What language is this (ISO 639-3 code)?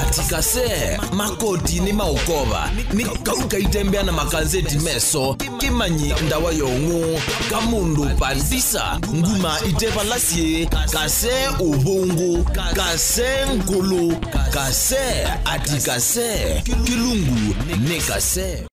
kam